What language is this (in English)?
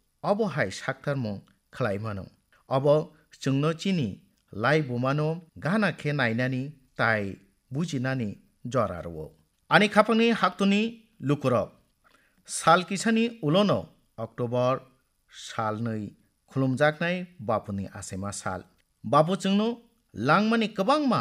Kok Borok